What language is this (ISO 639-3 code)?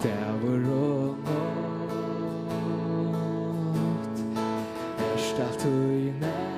fao